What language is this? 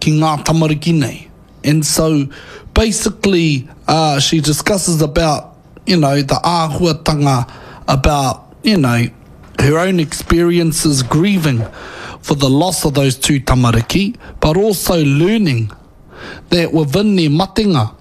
Māori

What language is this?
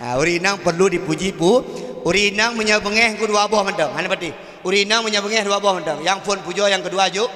Achinese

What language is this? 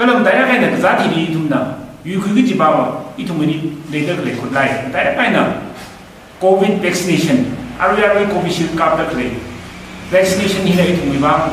Tangkhul Naga (India)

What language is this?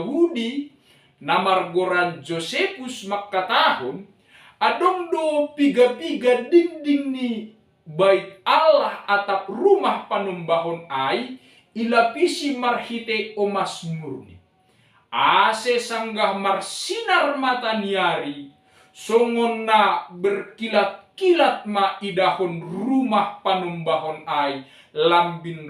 Batak Simalungun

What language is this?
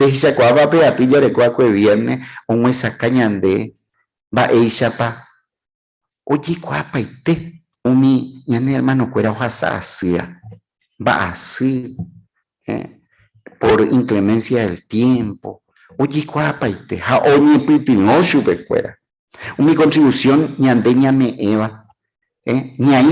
Guarani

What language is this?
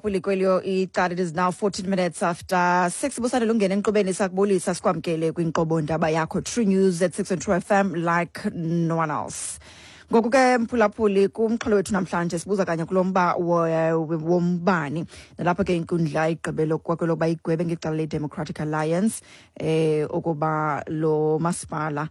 Xhosa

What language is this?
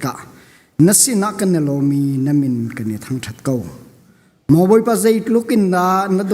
Hakha Chin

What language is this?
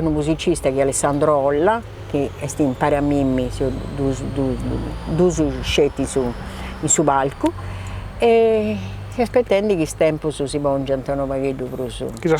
Sardinian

